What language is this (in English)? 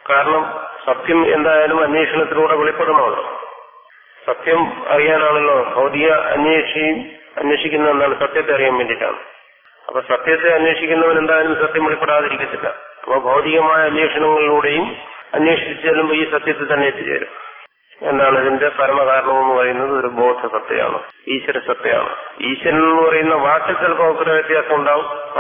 Malayalam